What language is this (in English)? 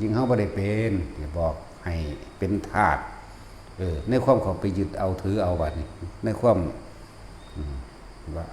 Lao